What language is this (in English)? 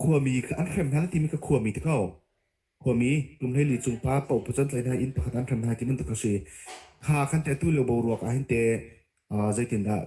Hakha Chin